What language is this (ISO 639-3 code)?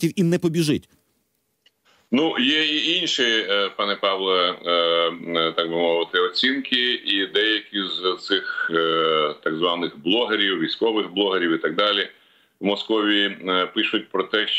ukr